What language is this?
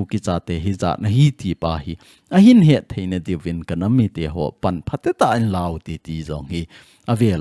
Thado Chin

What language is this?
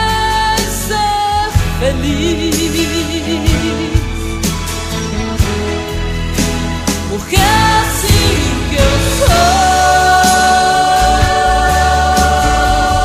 Portuguese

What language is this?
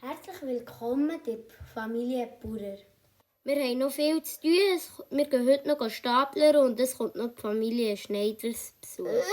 Swiss German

